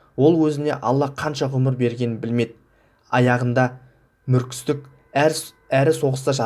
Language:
Kazakh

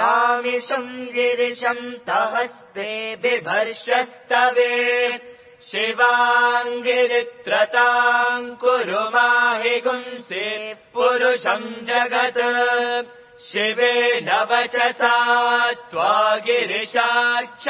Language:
Sanskrit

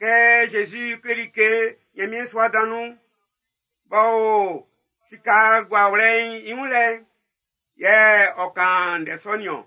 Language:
Baoulé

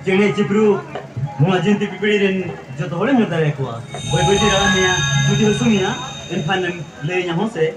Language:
Santali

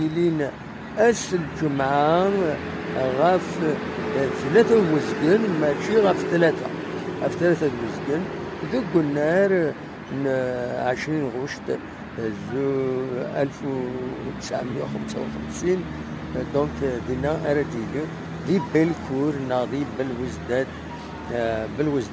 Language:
Kabyle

